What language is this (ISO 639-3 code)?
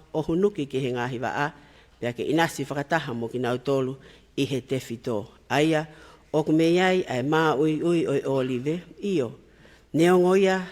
ton